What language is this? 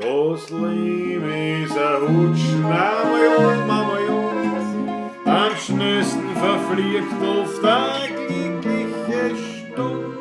Bavarian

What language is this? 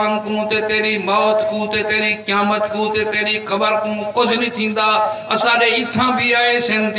Saraiki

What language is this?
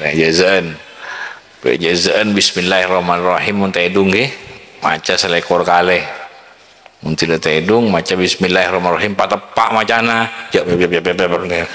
Madurese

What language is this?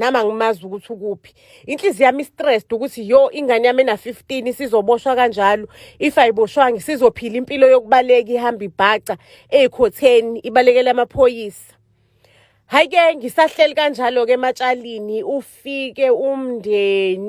Zulu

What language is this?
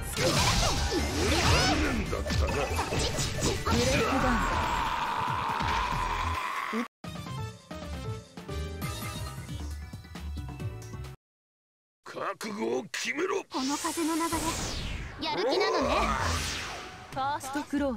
Japanese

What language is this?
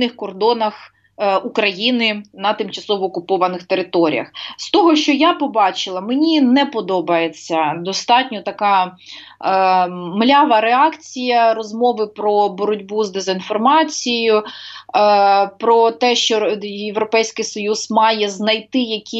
Ukrainian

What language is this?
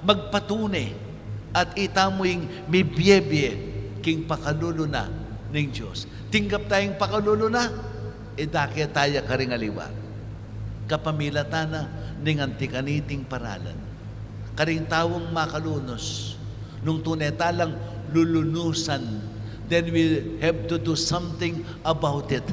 Pampanga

